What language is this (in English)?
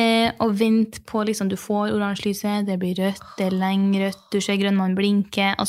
Norwegian